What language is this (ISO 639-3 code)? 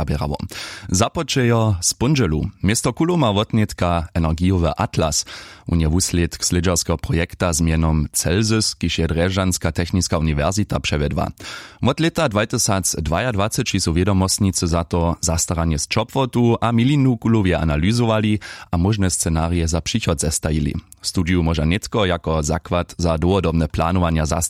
hsb